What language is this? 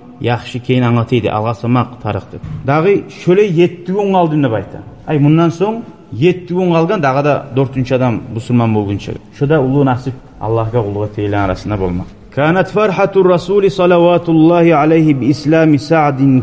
Kumyk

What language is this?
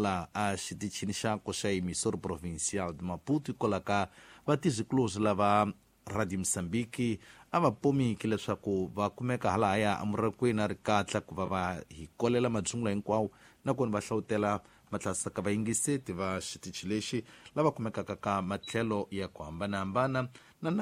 Tsonga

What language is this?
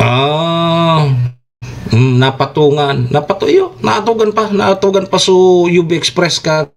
Bikol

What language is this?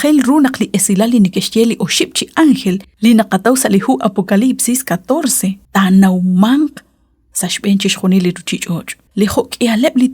Kekchí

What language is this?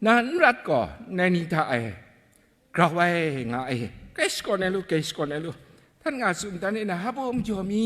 Kachin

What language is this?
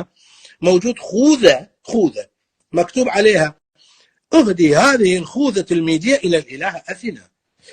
North Levantine Arabic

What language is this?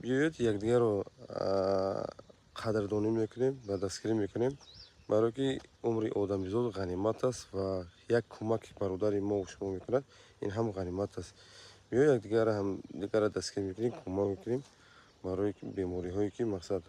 Tajik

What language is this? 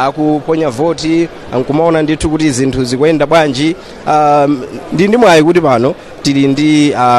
Nyanja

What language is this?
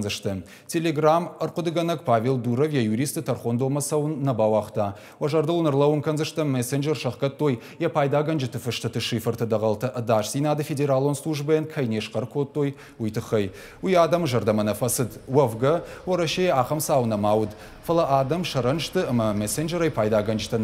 Ossetic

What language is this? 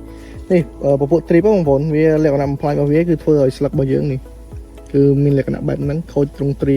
Khmer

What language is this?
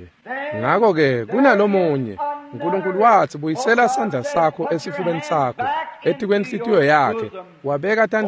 Swati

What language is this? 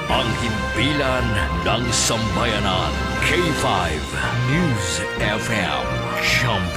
Filipino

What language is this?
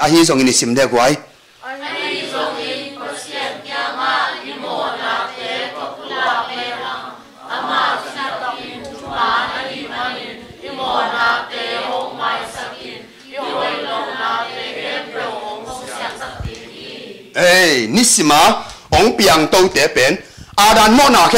Tedim Chin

